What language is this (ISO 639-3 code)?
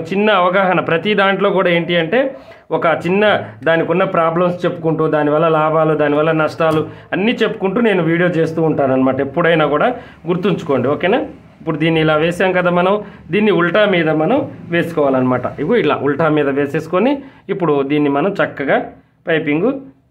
tel